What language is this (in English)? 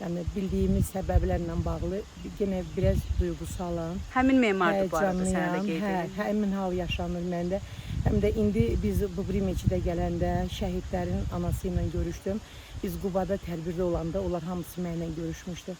Azerbaijani